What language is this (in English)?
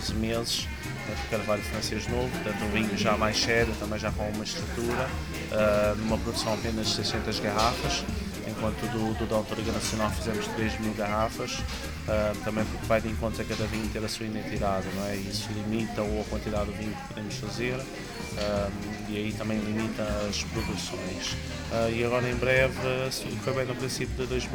Portuguese